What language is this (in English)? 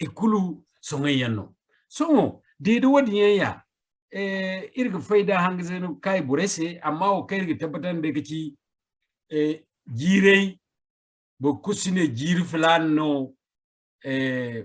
Zarma